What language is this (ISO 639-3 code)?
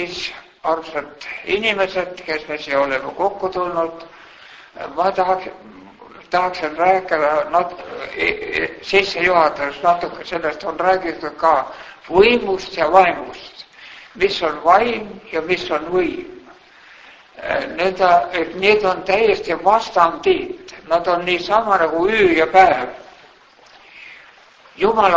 est